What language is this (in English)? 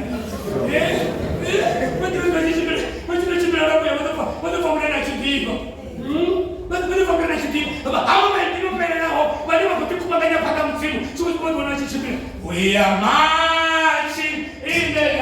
Venda